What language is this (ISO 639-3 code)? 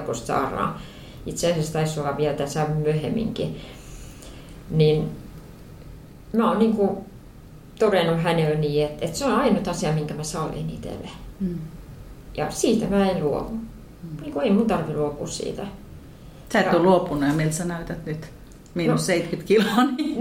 fin